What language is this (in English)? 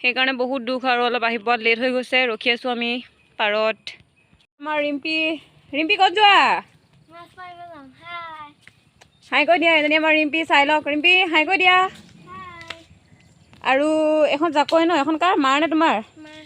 Assamese